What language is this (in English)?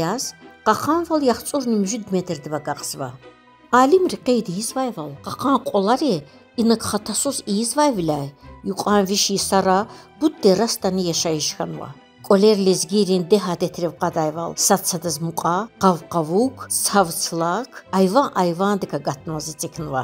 Lezghian